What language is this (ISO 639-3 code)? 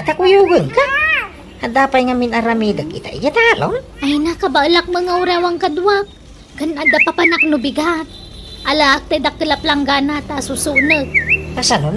ilo